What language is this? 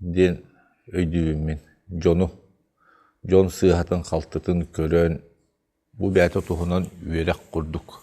Yakut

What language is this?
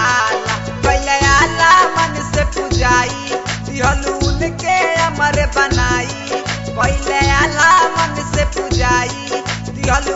Bhojpuri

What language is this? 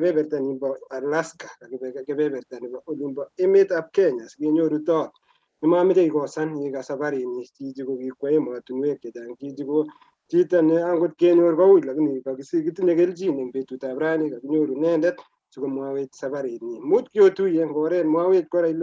Kalenjin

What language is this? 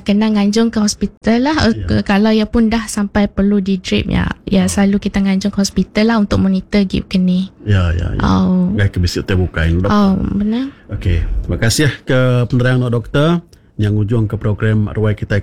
Iban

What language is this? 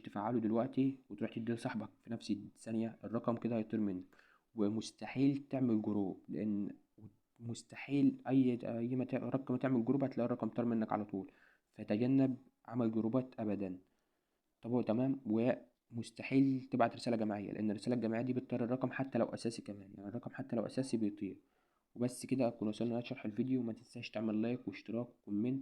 Egyptian Arabic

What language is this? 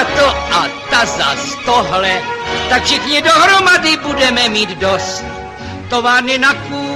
Czech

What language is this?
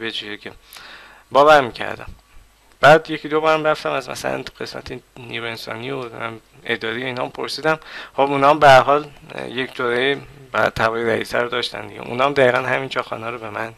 Persian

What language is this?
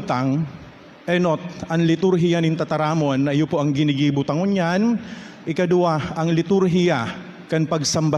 Bikol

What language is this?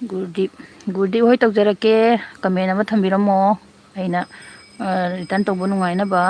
Manipuri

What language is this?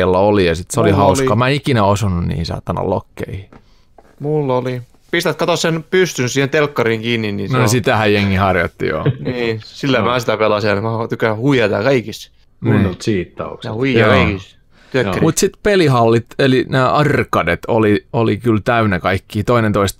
Finnish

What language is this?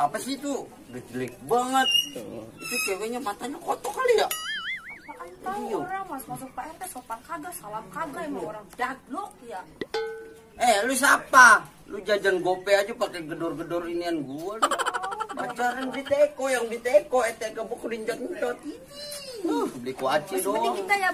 Betawi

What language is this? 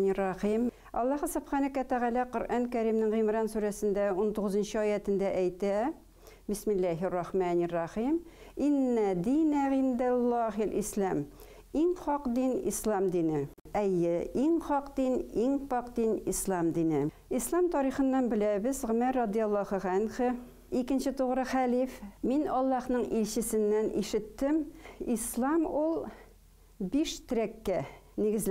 Tatar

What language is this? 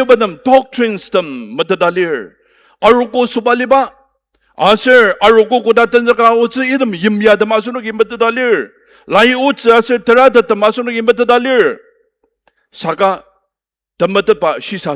Ao Naga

